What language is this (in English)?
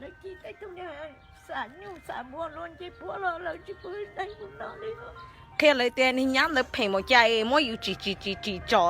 Hmong